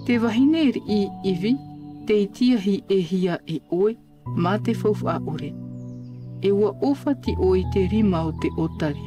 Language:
Tahitian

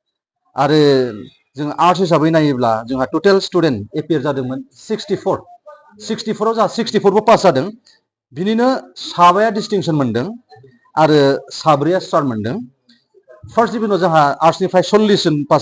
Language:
Bodo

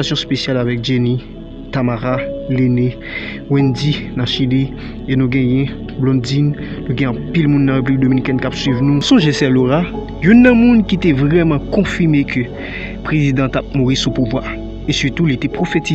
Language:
Haitian Creole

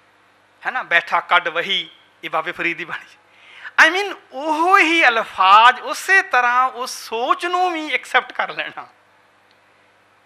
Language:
Punjabi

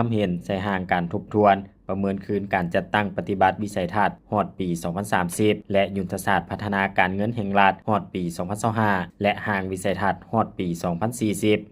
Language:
Lao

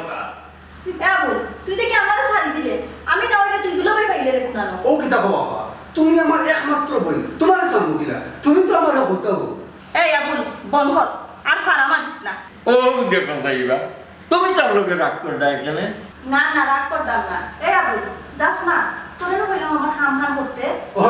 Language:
Sylheti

